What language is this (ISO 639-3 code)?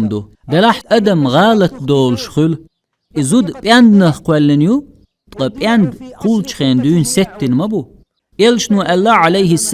che